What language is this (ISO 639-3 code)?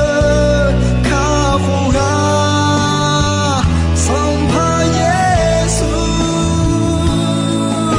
ahk